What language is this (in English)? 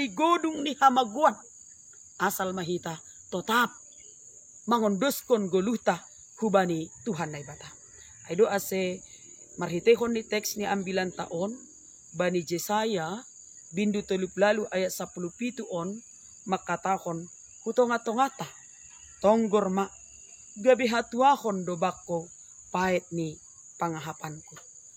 Batak Simalungun